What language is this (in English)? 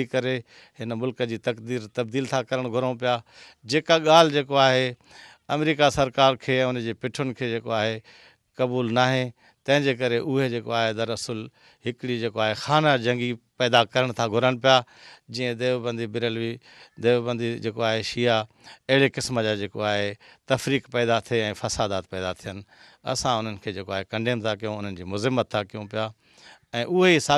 Sindhi